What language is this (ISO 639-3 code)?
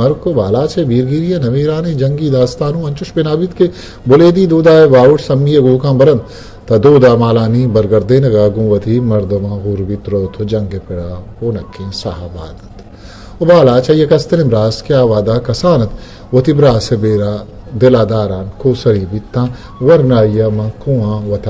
bgp